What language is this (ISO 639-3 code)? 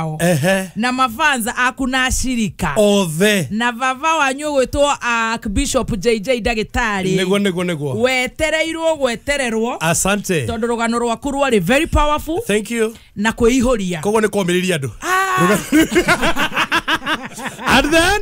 kik